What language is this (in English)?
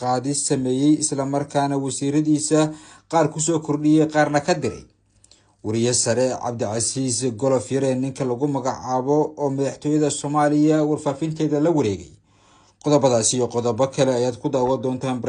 Somali